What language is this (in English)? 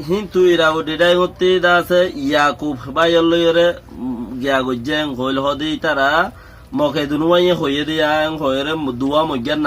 Rohingya